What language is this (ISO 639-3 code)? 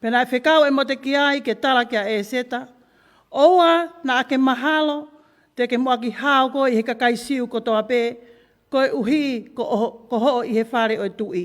ton